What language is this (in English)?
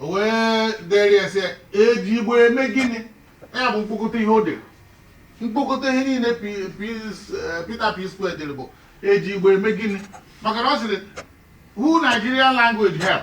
Igbo